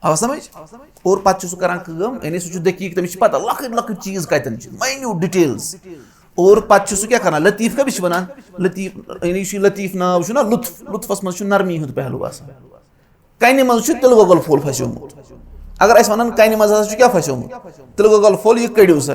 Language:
Kashmiri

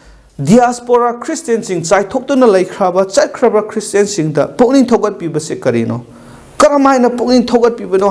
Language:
Manipuri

